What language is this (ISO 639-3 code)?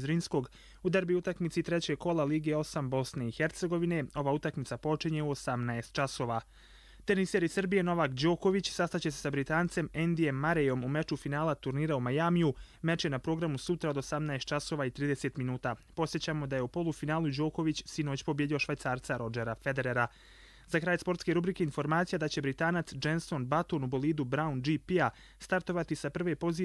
hrv